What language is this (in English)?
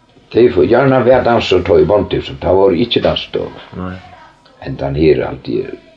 Faroese